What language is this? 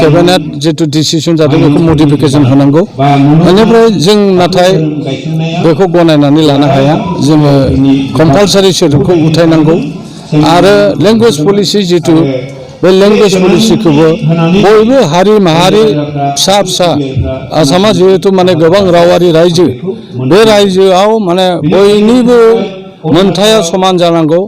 Bodo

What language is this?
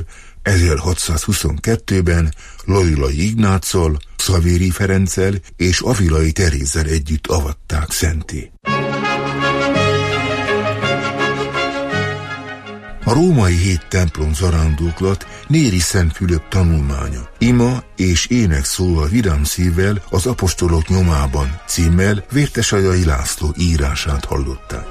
Hungarian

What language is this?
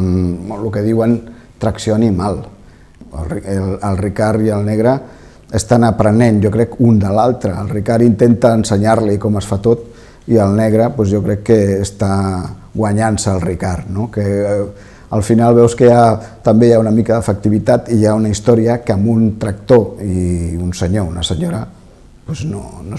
Catalan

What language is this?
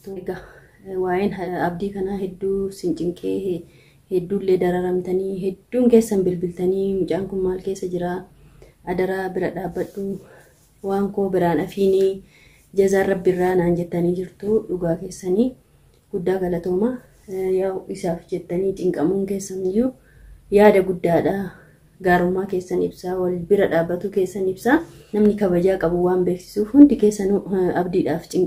Oromo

